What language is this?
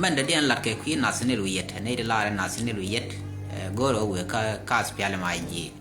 Nuer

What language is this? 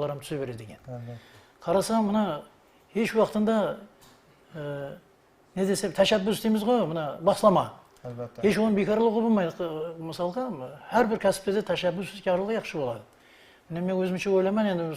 Kara-Kalpak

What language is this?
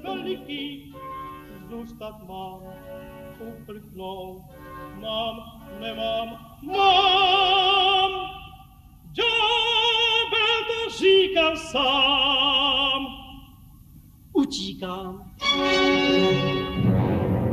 Czech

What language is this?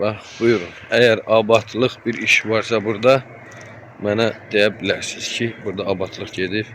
Azerbaijani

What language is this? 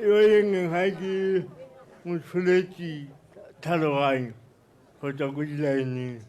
Tswana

